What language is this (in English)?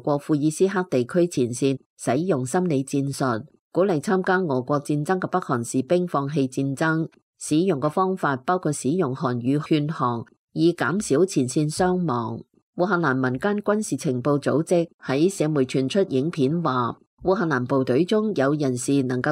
Cantonese